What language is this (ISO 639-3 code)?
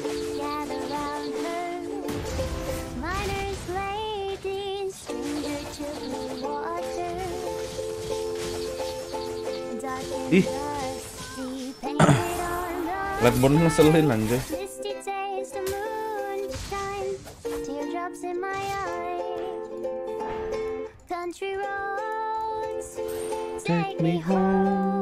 ind